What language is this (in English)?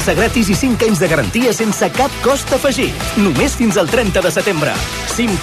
Catalan